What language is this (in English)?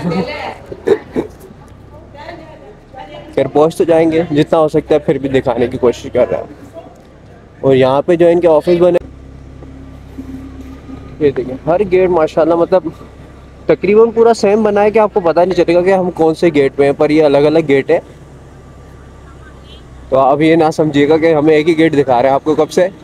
Hindi